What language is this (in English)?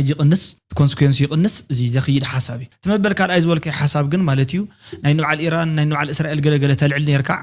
Tigrinya